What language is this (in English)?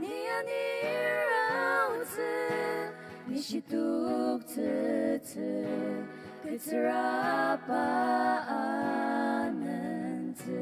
Ao Naga